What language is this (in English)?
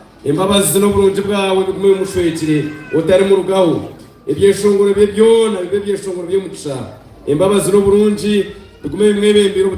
Nyankole